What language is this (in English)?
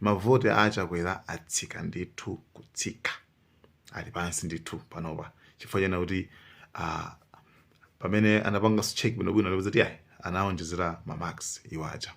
Nyanja